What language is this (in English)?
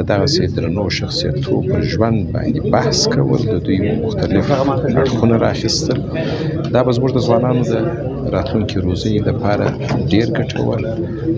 Pashto